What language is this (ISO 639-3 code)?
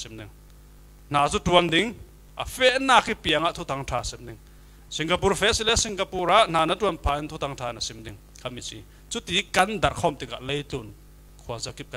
cfm